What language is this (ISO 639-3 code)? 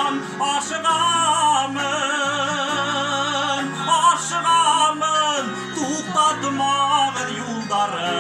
bak